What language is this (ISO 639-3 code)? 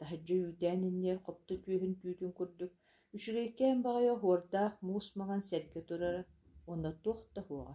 sah